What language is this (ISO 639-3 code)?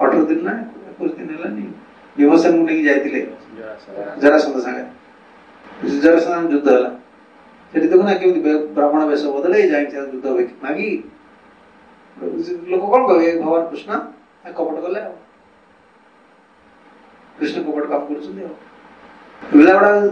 ori